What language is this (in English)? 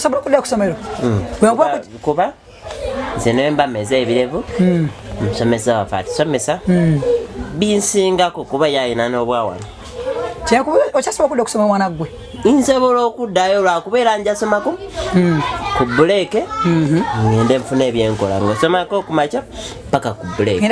Ganda